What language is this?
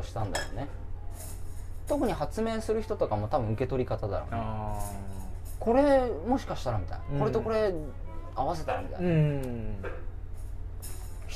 Japanese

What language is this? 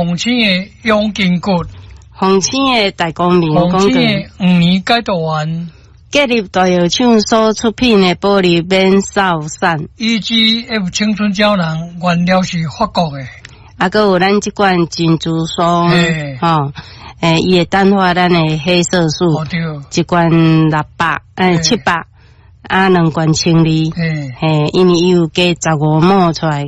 Min Nan Chinese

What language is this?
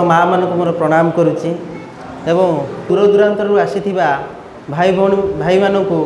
Odia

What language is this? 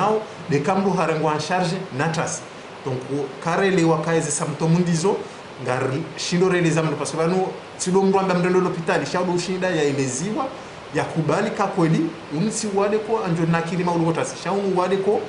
Ngazidja Comorian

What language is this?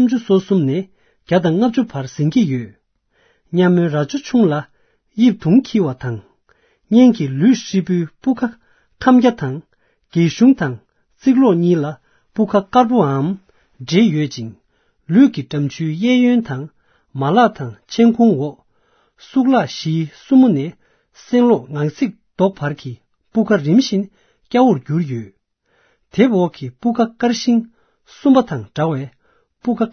Tibetan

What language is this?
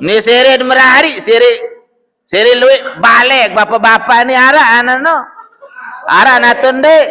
Sasak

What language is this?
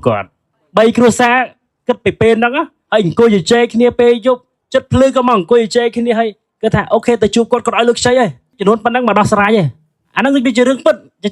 Khmer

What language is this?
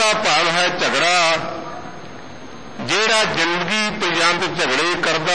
Punjabi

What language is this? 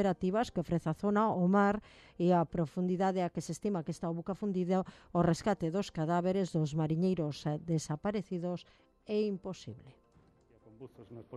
Galician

